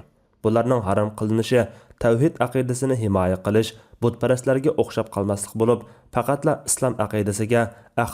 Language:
Uyghur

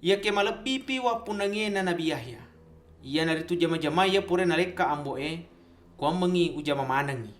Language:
Buginese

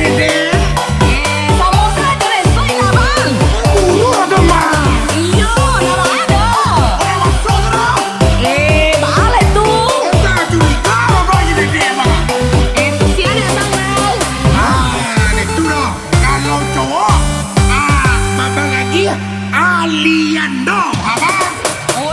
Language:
Minangkabau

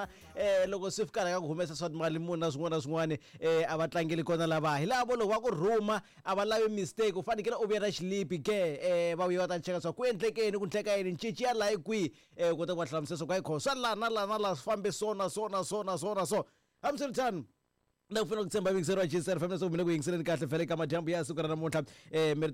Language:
Tsonga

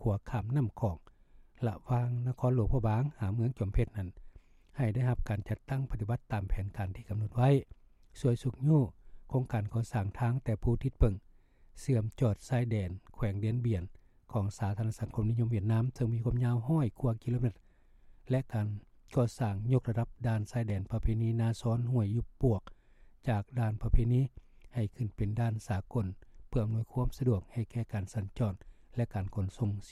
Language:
Lao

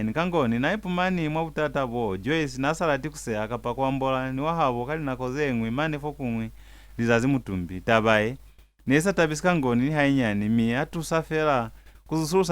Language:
Lozi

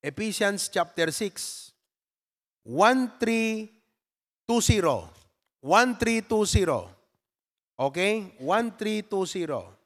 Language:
Iloko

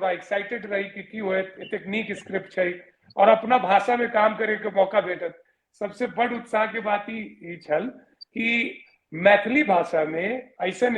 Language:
Maithili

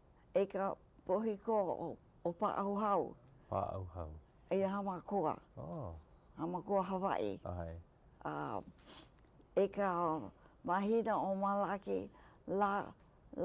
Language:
Hawaiian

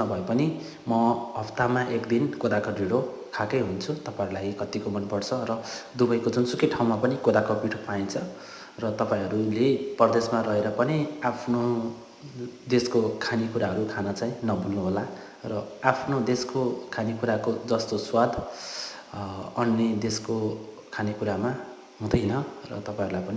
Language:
Nepali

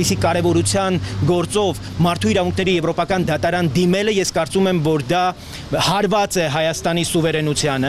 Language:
Armenian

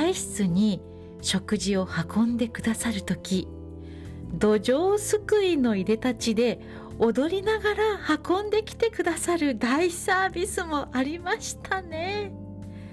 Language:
Japanese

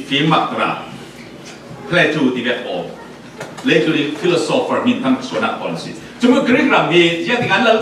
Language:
Falam Chin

